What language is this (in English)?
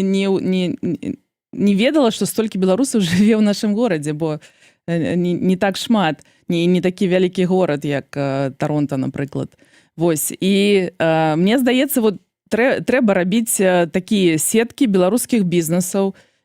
Belarusian